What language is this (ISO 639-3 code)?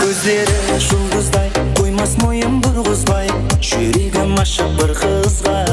kaa